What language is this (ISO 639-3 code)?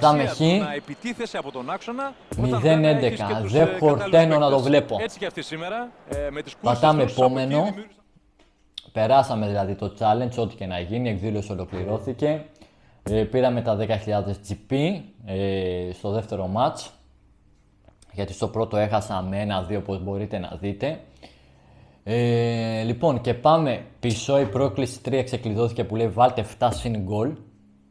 ell